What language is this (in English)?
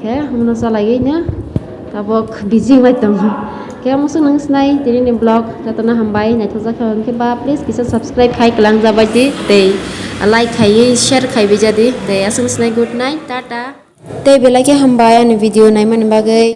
Kok Borok